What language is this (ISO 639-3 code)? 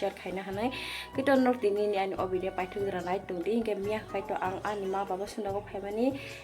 trp